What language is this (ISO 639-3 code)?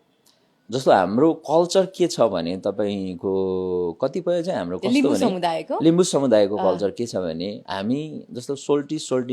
nep